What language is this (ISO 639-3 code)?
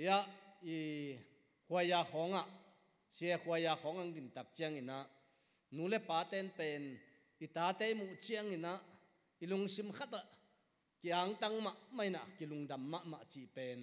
ctd